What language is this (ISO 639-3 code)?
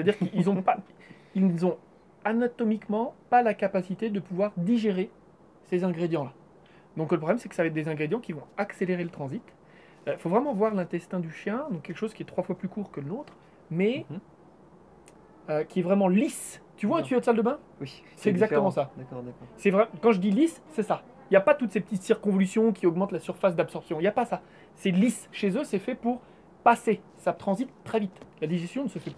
fra